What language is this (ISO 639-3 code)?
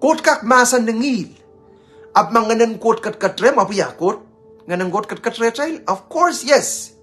pon